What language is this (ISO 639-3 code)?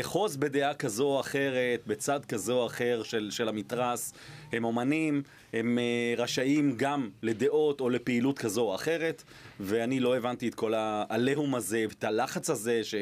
heb